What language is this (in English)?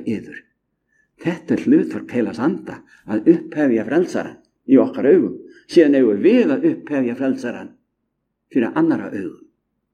Icelandic